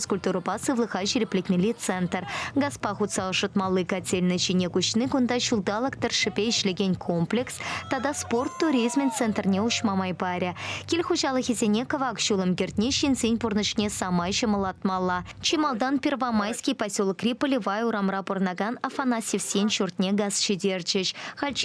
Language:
Chuvash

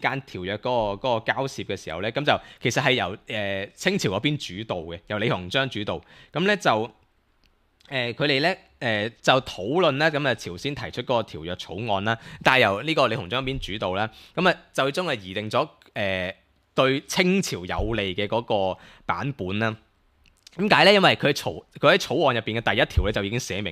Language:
Cantonese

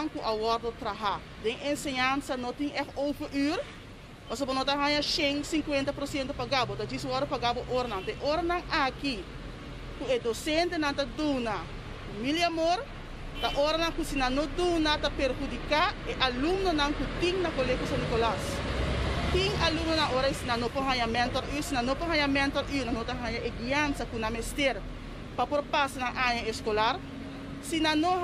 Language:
Papiamento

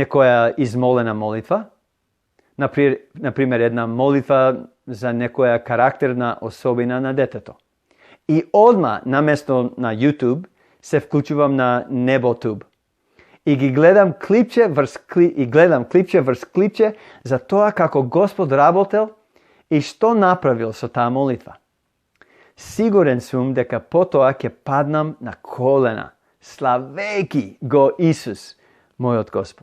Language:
Macedonian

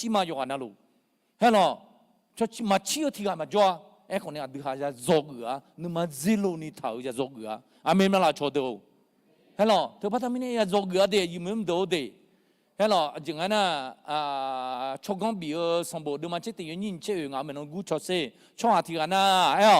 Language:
Akha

